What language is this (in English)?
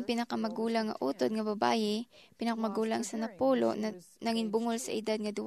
Hiligaynon